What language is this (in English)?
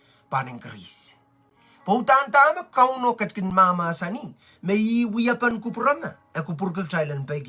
Pohnpeian